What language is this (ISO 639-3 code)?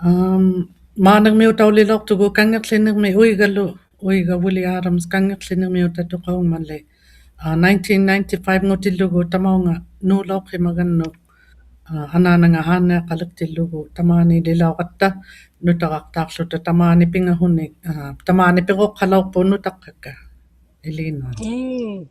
iku